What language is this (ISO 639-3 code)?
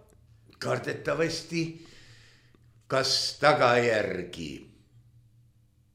est